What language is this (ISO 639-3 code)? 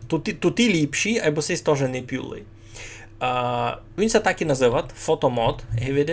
rue